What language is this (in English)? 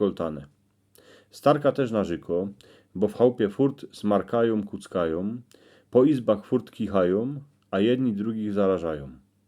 Silesian